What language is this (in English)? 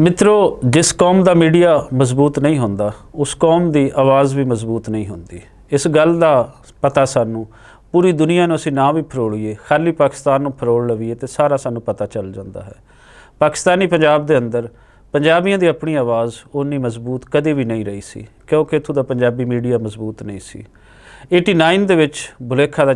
Western Panjabi